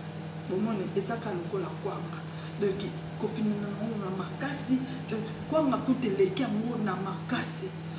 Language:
Lingala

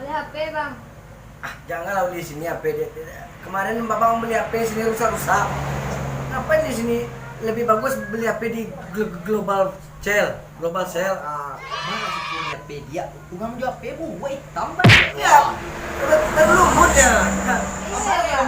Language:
Minangkabau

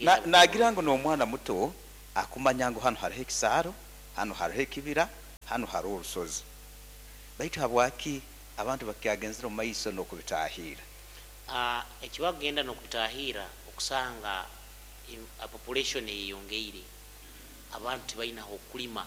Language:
Nyoro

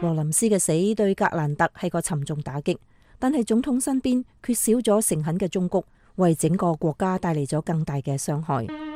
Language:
Cantonese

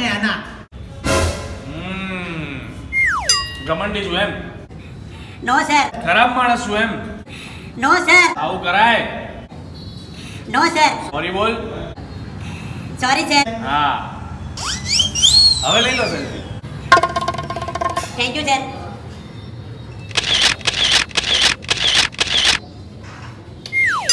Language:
Gujarati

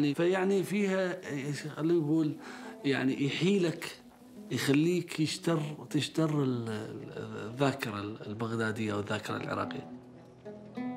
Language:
Mesopotamian Arabic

